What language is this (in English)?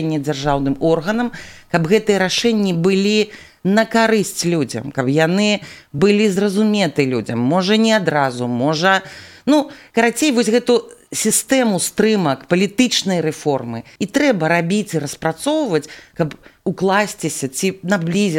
Belarusian